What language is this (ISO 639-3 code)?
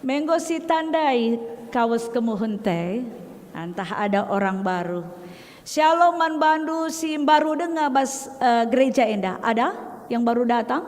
btx